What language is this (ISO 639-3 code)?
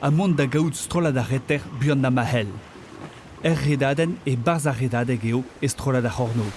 bre